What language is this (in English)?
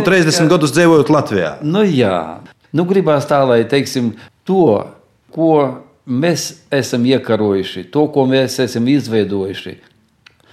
Latvian